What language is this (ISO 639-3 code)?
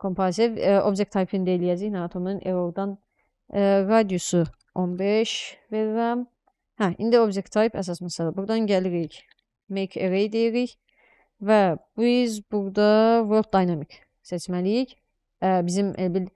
aze